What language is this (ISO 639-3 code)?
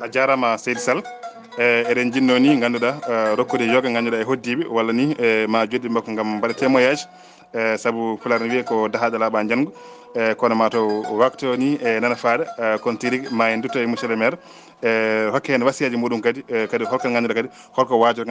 ful